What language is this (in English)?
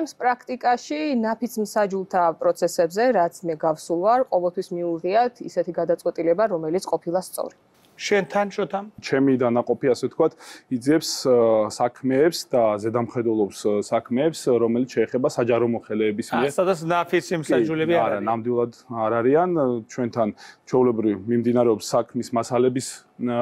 Georgian